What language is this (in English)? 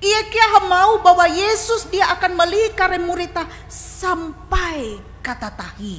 Ngaju